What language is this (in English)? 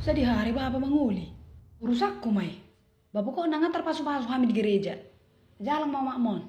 Batak Toba